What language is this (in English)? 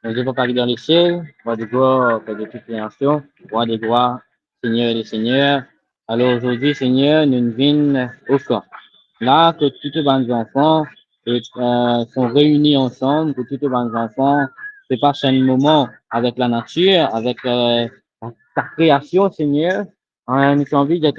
Morisyen